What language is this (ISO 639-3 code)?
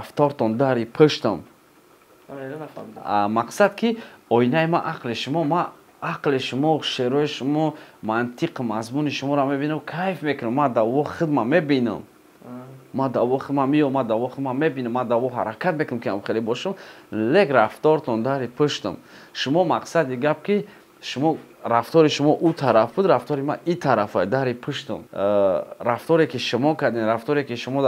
tgk